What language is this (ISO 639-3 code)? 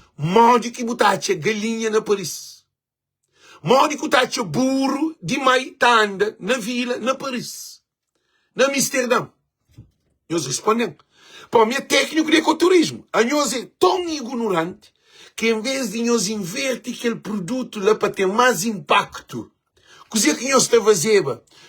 kea